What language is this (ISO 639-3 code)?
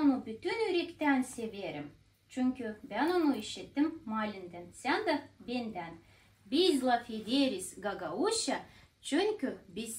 gag